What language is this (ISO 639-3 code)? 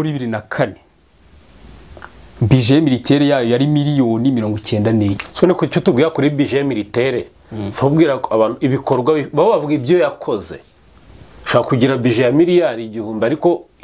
kin